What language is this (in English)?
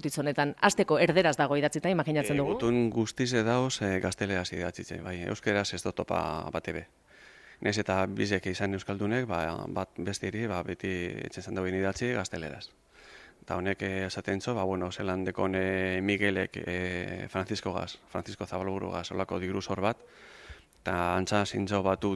Basque